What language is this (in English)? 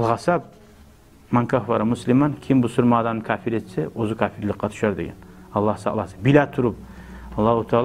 Kumyk